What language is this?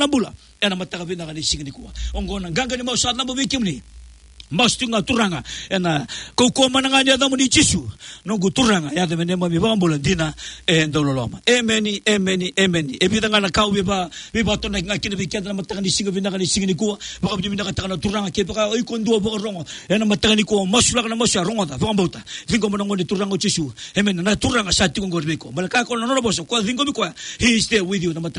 Fijian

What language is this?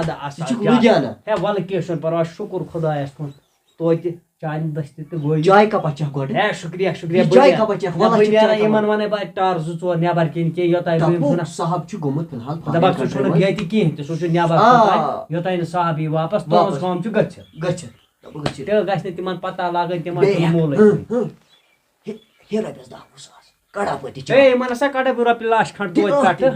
Kashmiri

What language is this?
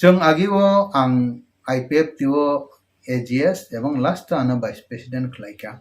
Kok Borok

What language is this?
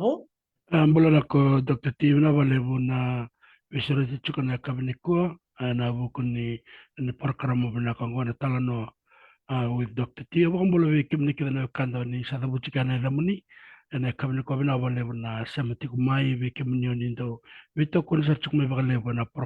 Fijian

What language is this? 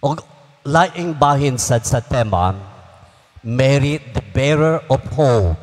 Cebuano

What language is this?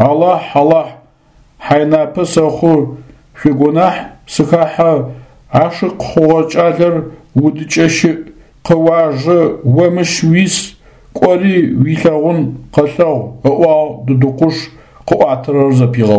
Adyghe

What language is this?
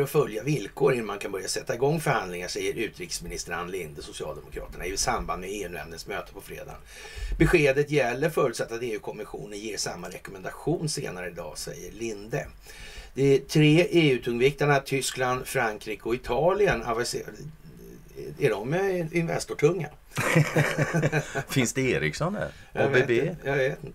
Swedish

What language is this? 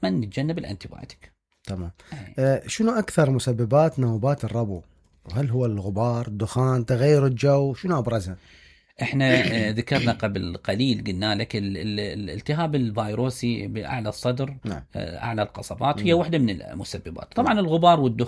Mesopotamian Arabic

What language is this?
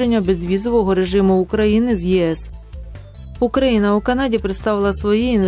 Ukrainian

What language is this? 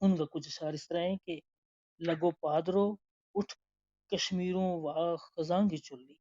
Gujari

